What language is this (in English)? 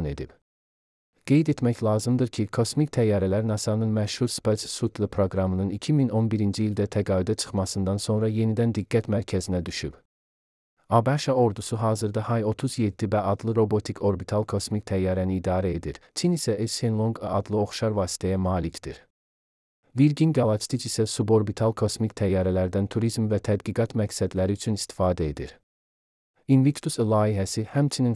Azerbaijani